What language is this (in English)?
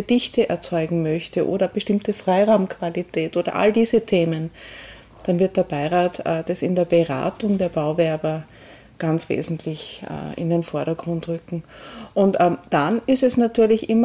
German